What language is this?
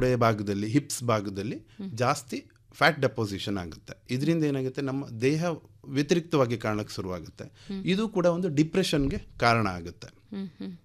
Kannada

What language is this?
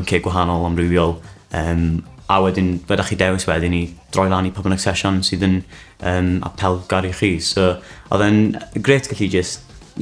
Welsh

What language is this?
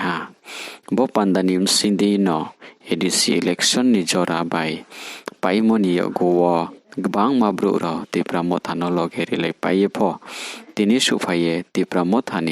Riang (India)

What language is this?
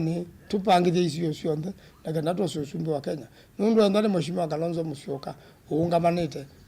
Kamba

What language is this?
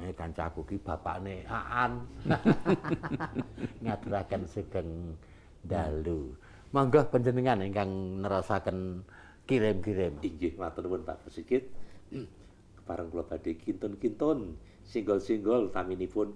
Javanese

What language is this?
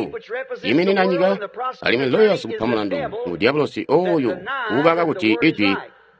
Tonga (Zambia)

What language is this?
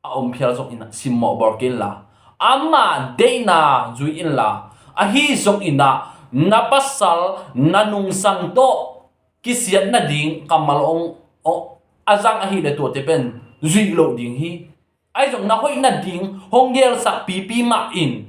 Tedim Chin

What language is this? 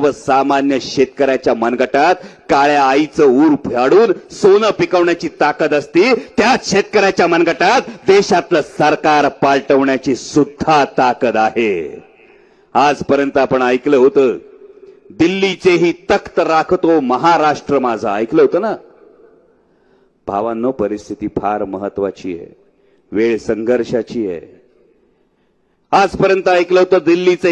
Marathi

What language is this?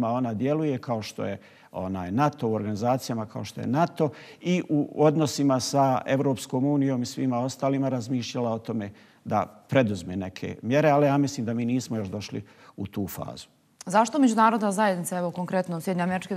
Bosnian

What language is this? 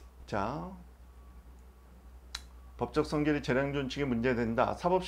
Korean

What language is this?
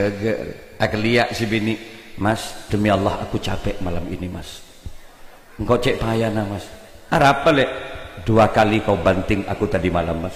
Madurese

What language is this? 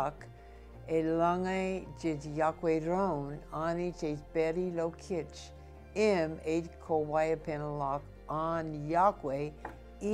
Marshallese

